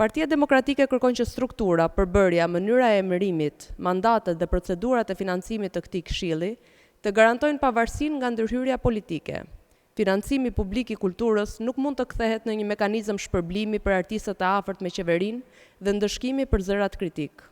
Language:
Albanian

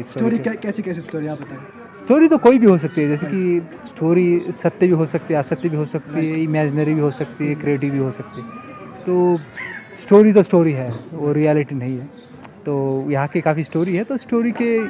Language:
Hindi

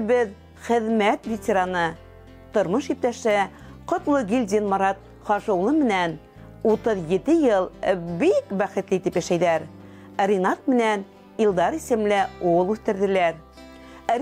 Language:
Bashkir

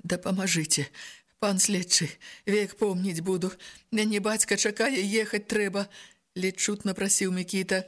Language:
Belarusian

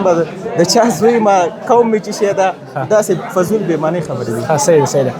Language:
Pashto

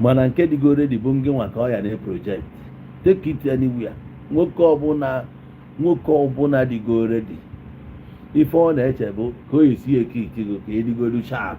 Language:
Igbo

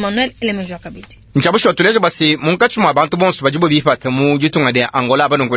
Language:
Luba-Lulua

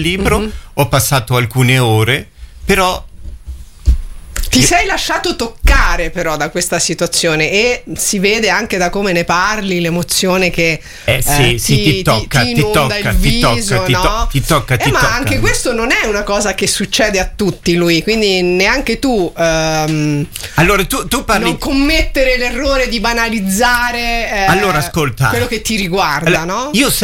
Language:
Italian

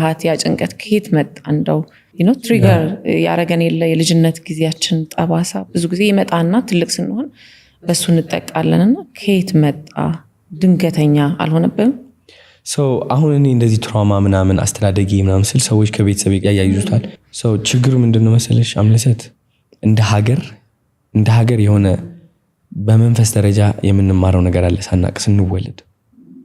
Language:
Amharic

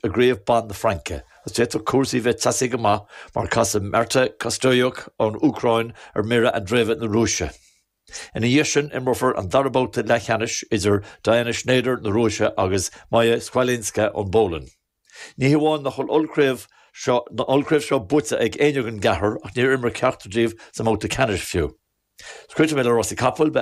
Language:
Irish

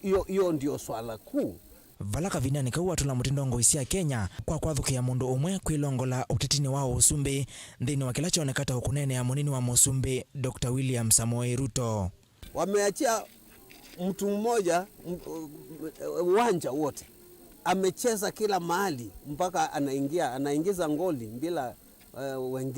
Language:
Kamba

